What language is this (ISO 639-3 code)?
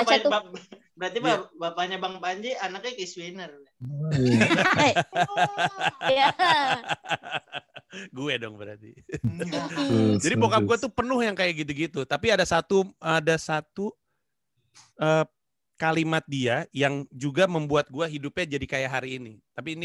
ind